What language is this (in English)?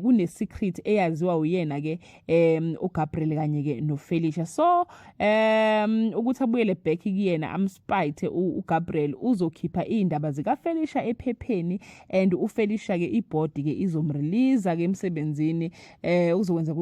Zulu